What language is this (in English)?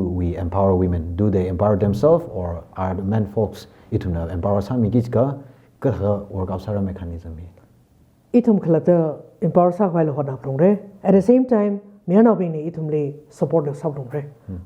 Tangkhul Naga (India)